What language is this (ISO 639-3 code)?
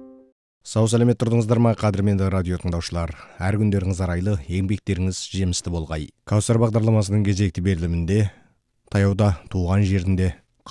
kaz